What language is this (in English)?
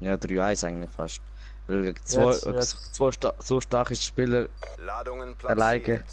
Swiss German